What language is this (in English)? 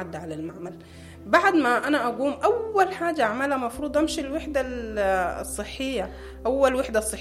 Sudanese Arabic